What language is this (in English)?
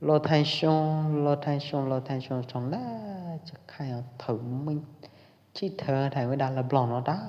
Pwo Eastern Karen